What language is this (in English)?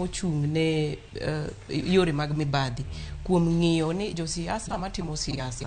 Luo (Kenya and Tanzania)